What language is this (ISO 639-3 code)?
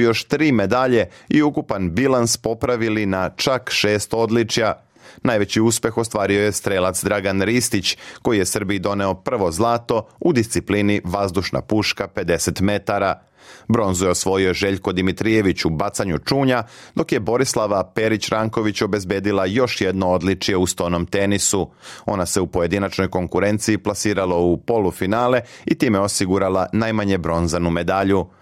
srp